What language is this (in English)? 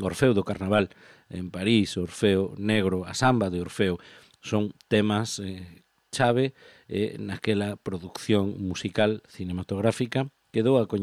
Galician